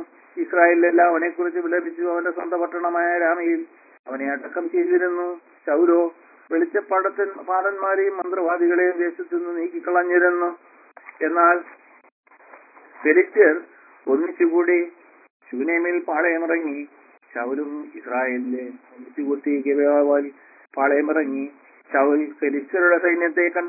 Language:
Malayalam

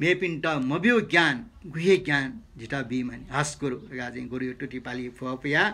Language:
Newari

